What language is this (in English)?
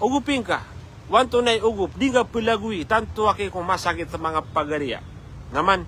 Maranao